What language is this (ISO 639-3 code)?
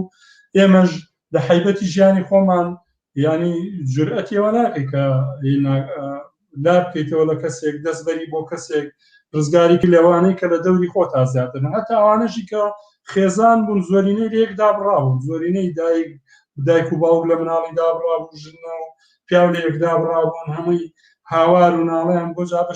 ckb